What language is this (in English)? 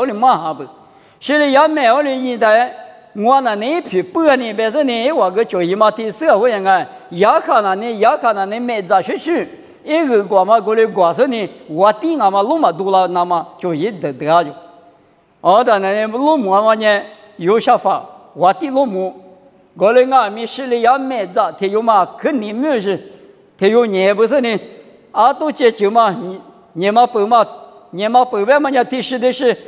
Lisu